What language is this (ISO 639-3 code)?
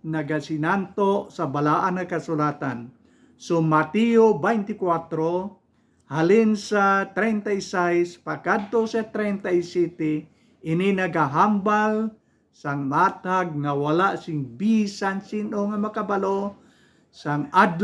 hil